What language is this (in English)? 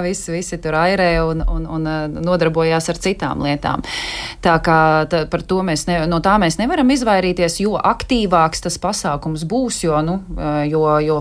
Latvian